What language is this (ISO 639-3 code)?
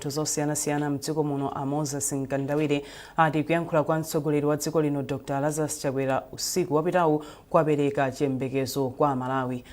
nya